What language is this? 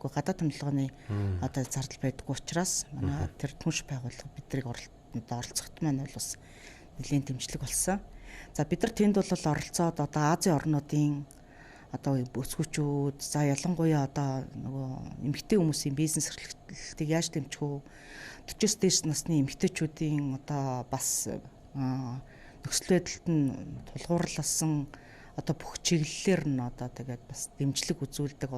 Mongolian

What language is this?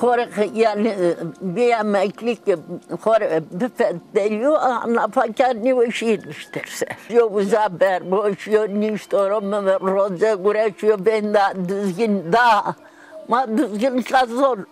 Zaza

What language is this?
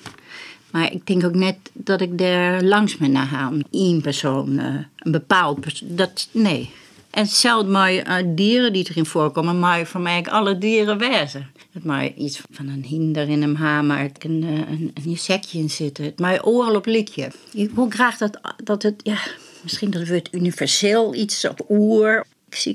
Western Frisian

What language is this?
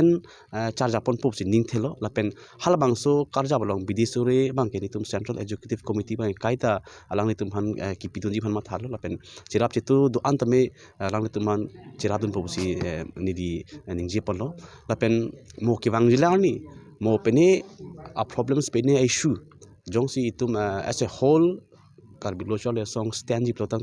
Karbi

